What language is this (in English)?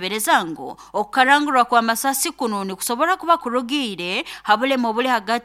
Nyoro